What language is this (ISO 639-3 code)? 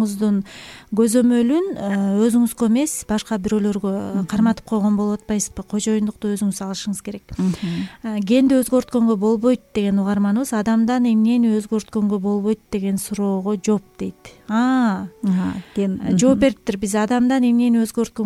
kir